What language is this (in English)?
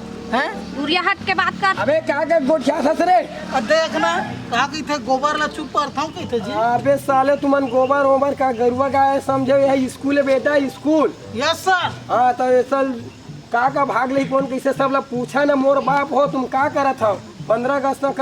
Chhattisgarhi